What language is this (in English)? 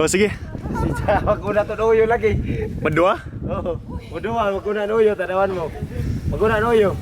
Cebuano